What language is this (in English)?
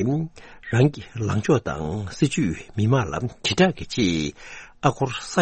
Tibetan